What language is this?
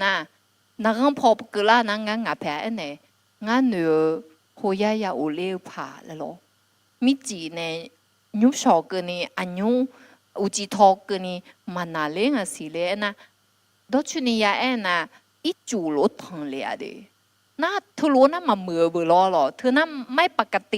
Akha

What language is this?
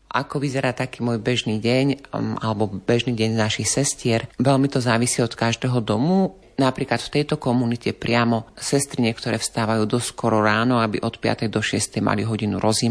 Slovak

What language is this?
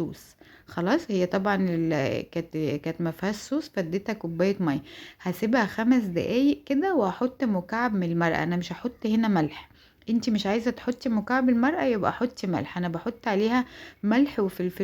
Egyptian Arabic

